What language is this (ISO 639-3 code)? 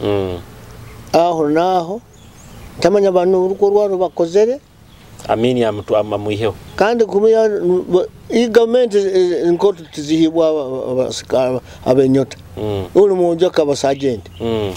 nyo